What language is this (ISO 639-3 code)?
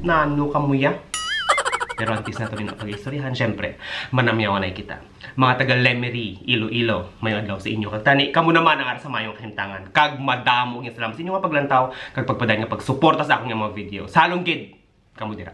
hil